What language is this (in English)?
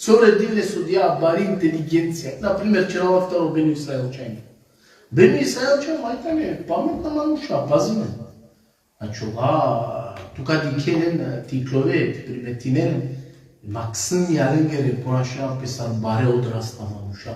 Balkan Romani